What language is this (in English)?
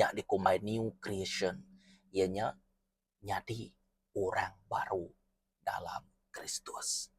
Iban